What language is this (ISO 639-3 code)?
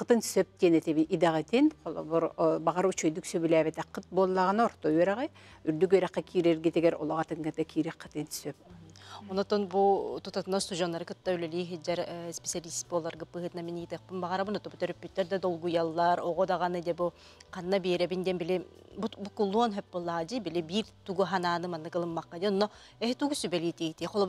sah